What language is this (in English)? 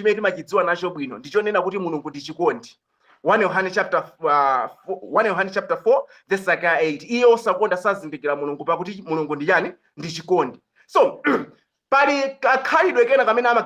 Nyanja